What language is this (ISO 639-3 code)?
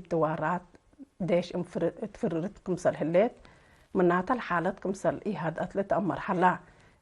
tig